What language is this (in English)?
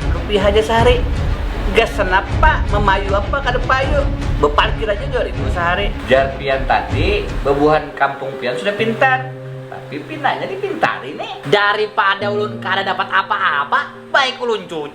Banjar